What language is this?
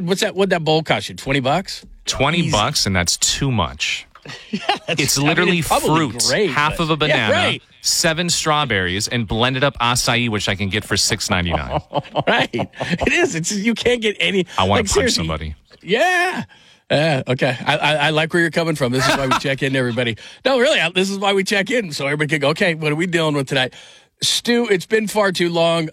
English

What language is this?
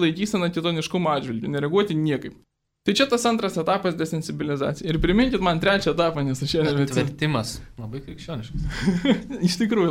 Lithuanian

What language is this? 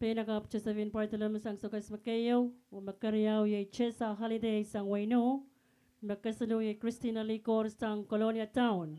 Pohnpeian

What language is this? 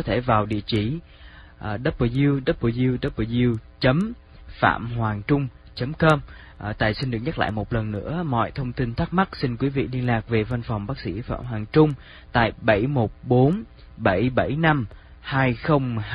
Vietnamese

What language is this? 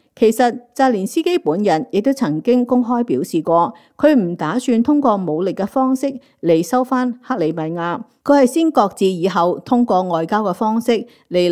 Cantonese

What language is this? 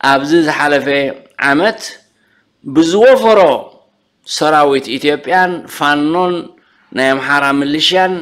Tigrinya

